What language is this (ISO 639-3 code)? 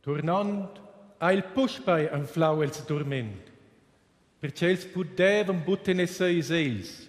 roh